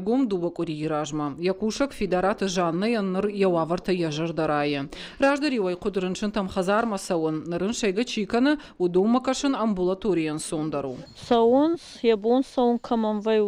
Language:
Ossetic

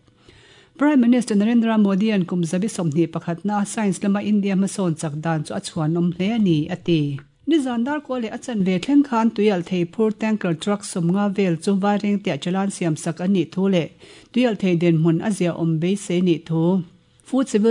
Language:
Mizo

